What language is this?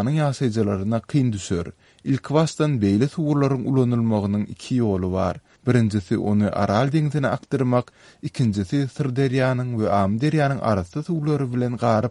Turkmen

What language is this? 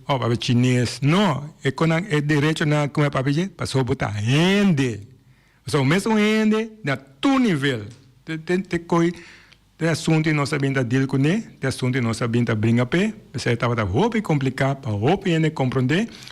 Papiamento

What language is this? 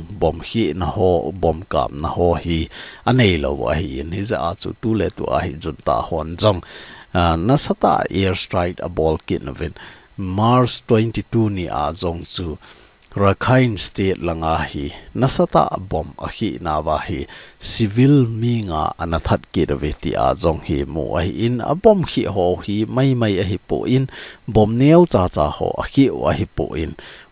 Thado Chin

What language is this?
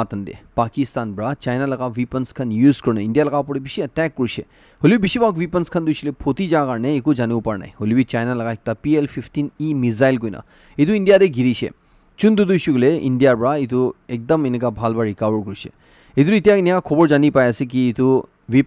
Naga Pidgin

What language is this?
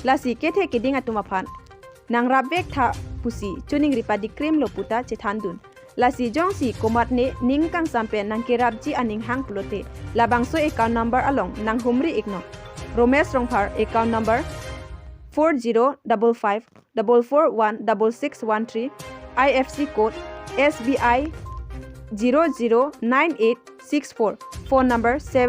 Karbi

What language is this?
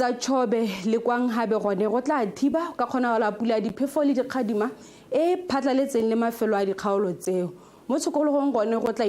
Tswana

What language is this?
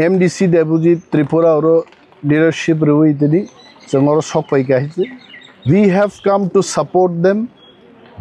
Kok Borok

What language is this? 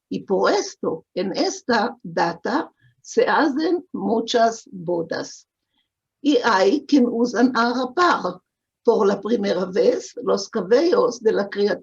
Ladino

